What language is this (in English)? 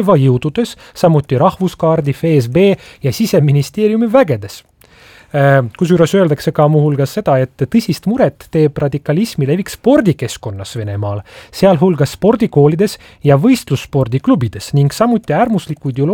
Estonian